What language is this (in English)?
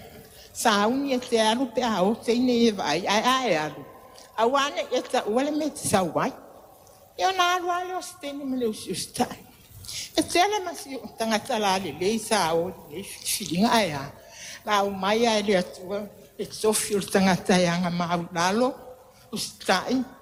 Samoan